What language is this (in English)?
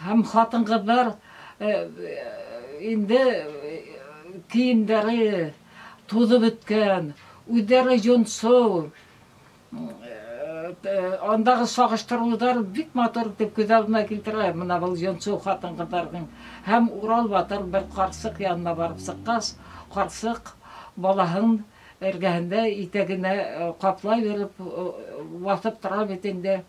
Bashkir